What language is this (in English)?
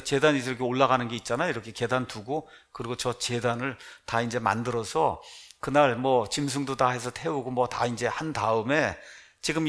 Korean